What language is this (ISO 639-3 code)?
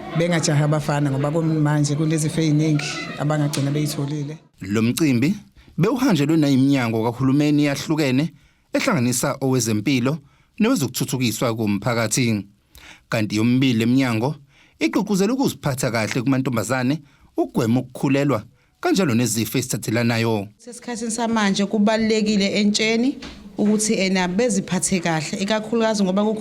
zul